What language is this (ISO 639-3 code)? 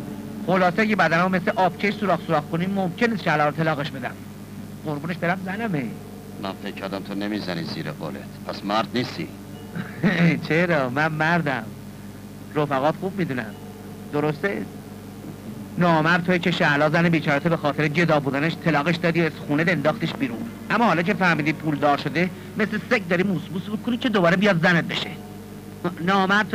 fas